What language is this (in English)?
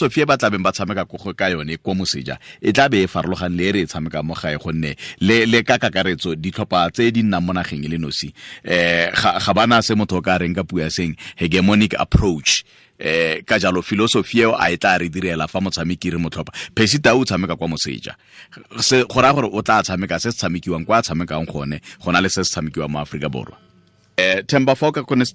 Tswana